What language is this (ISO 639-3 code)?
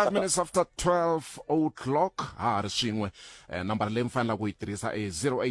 tso